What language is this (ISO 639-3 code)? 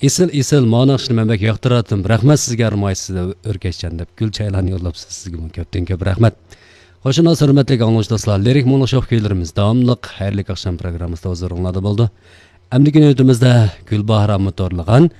uig